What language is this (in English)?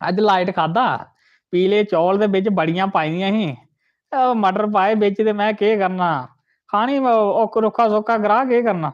Dogri